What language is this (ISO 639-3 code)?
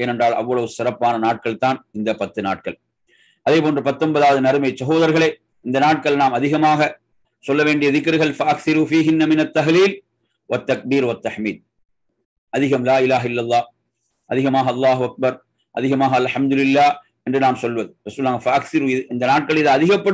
tam